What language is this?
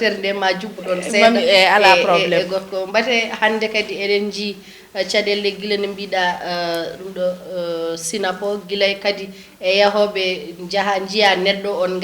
Fula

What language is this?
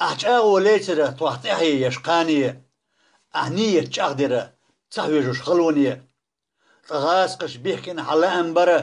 Chechen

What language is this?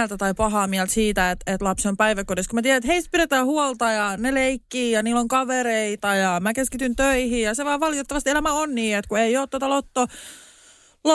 Finnish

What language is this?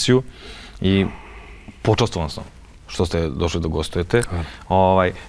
Serbian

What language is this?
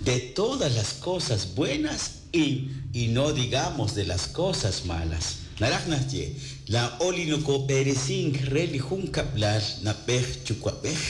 Kekchí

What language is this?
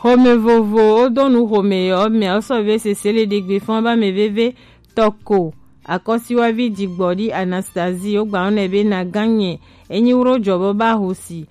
Gen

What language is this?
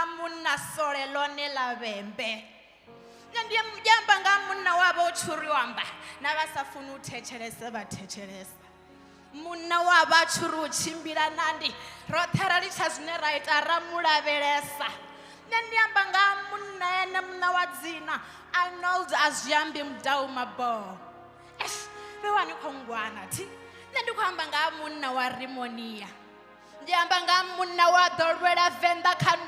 Venda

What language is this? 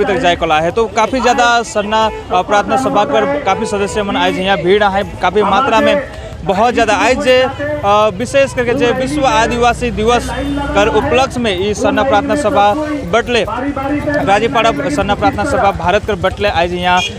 Sadri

